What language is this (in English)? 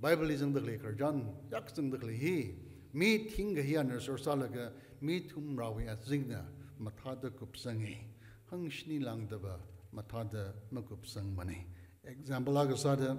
Tangkhul Naga (India)